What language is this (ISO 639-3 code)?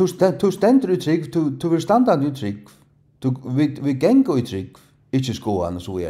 fao